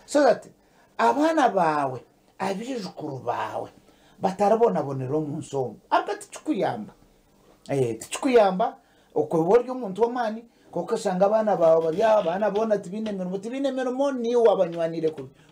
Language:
Nyankole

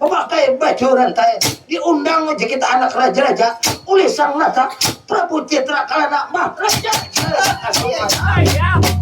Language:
Banjar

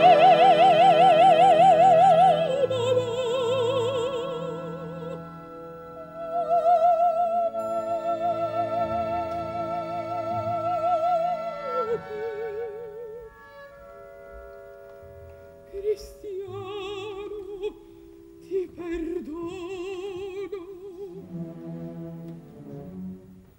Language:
Italian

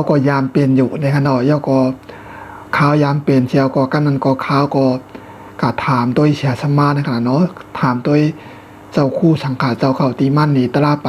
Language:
Shan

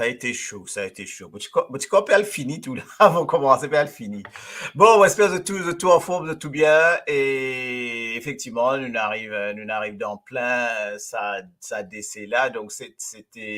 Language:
Morisyen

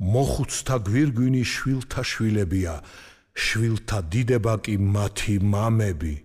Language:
Georgian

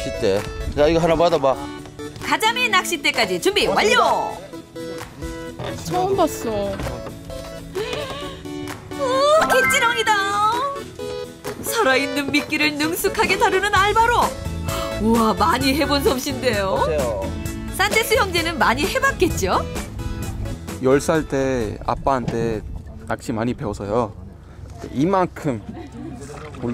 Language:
Korean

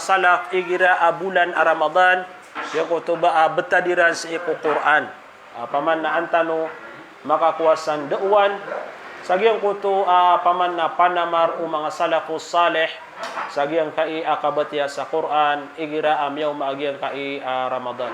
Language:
Maranao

